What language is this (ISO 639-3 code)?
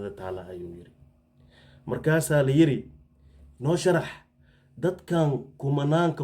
som